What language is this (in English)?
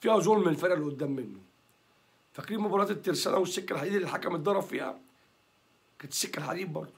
Egyptian Arabic